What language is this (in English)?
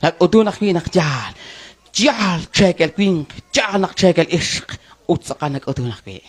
Kekchí